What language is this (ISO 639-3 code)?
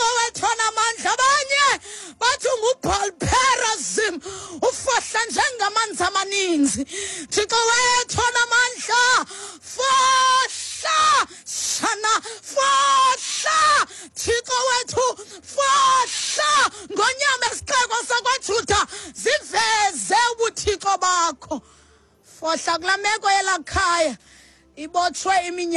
xho